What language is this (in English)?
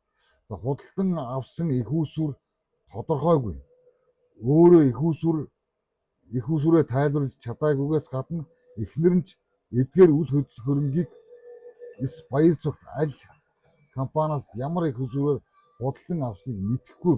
Mongolian